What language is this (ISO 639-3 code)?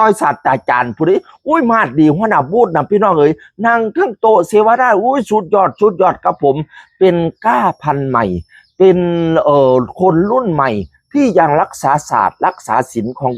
tts